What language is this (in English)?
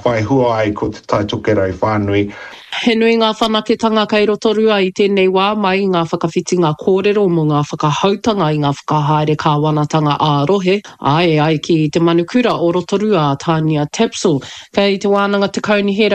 Māori